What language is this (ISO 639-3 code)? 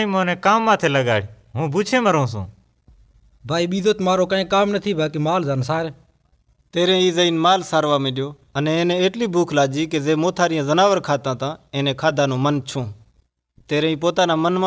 guj